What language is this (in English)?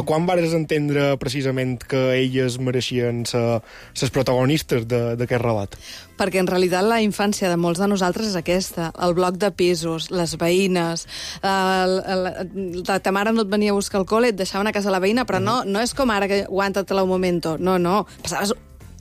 Catalan